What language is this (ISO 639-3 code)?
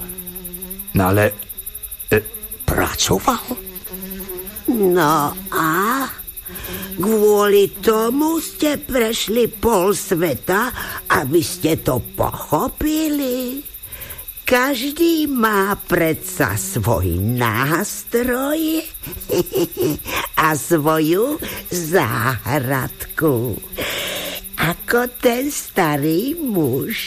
slk